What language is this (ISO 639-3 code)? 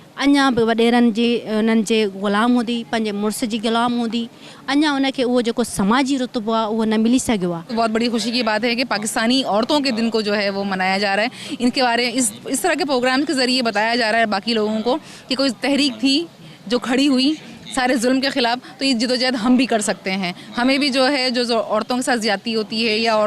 snd